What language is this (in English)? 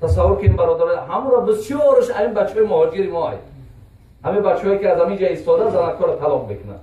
Tajik